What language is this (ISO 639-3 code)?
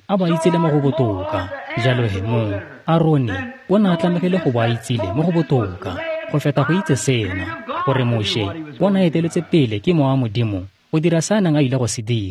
tsn